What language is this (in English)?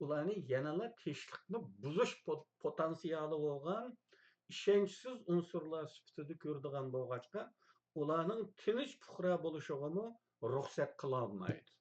Uyghur